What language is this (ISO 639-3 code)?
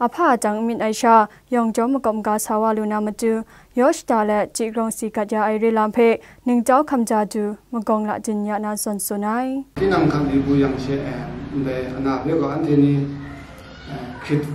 kac